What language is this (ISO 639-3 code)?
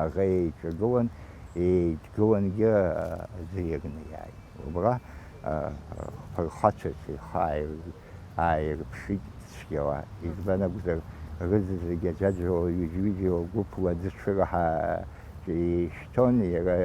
abk